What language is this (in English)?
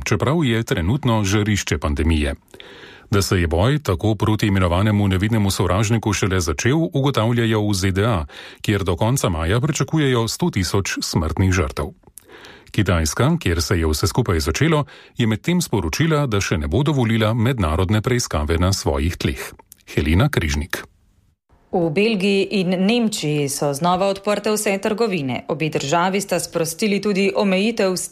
Slovenian